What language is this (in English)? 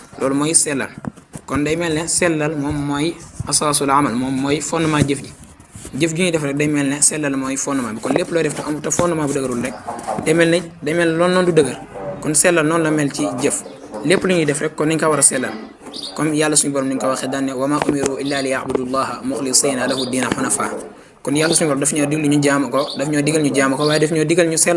Wolof